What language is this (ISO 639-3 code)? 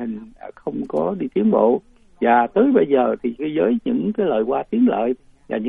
vie